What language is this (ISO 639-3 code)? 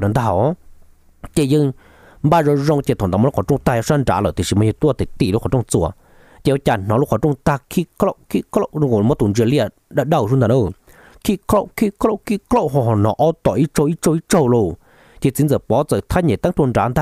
vie